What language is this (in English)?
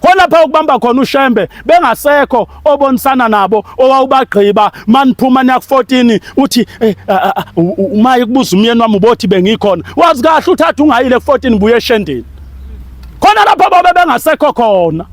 Zulu